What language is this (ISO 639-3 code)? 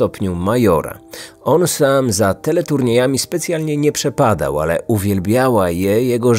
pol